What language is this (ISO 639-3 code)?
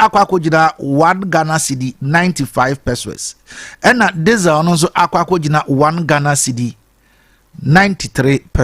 aka